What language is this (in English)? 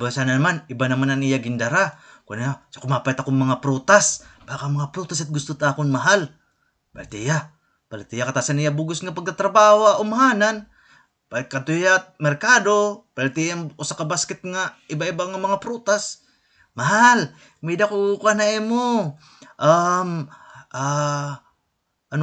Waray